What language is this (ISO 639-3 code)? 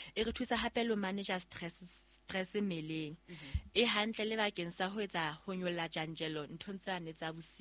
sot